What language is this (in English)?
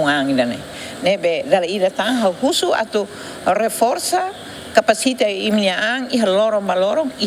Tetum